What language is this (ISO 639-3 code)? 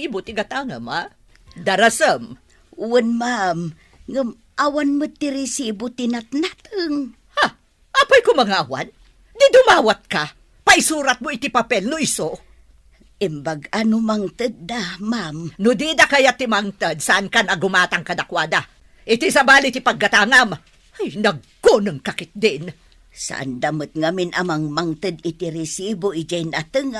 ilo